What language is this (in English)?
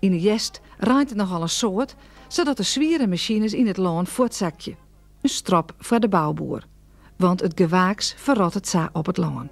Western Frisian